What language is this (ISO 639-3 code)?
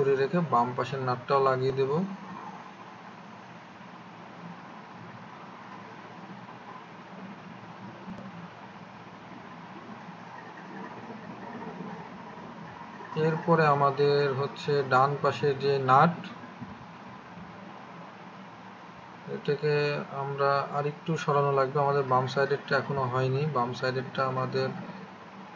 ben